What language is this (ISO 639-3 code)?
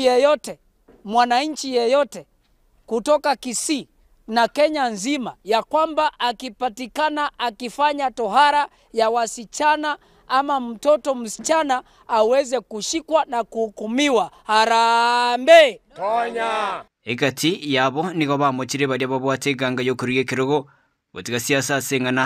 guz